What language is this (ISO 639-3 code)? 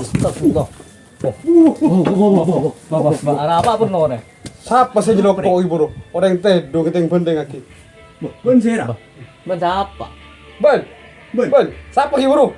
mad